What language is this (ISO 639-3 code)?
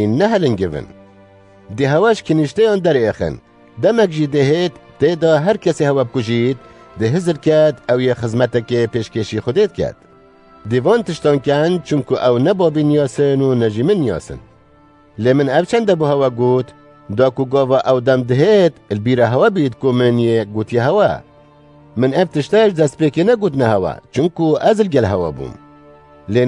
kur